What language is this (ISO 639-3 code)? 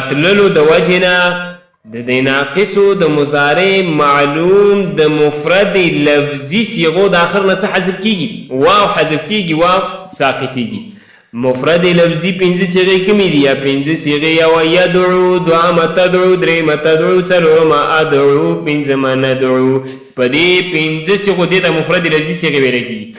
pus